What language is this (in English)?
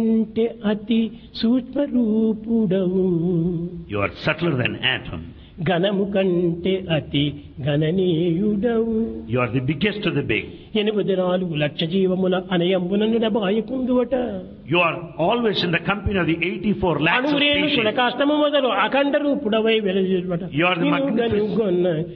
Telugu